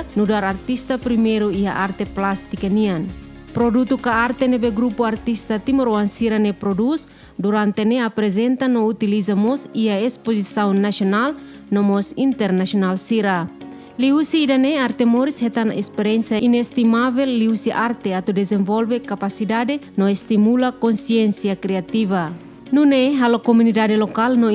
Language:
Tetum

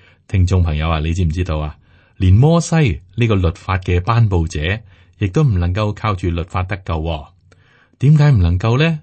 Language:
Cantonese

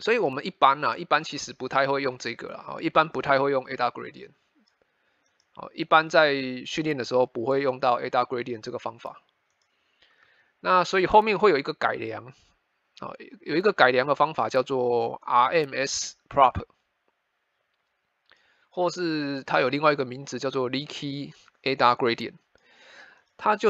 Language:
Chinese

